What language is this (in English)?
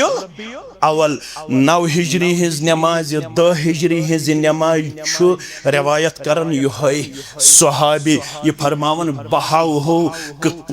Kashmiri